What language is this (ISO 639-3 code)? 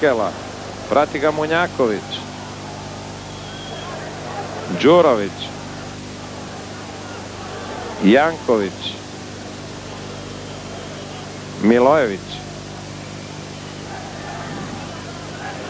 hrv